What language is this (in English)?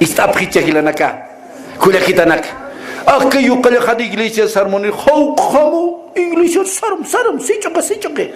Aymara